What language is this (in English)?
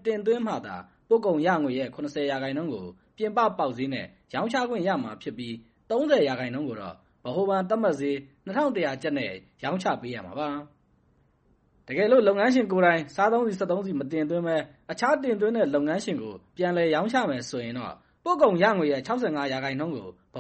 Burmese